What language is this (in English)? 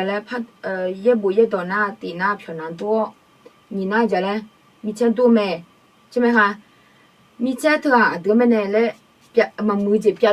Akha